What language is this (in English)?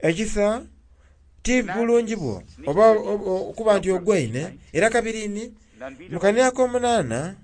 Soga